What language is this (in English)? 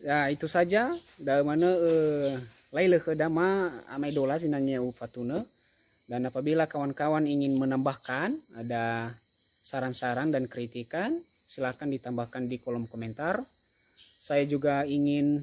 Nias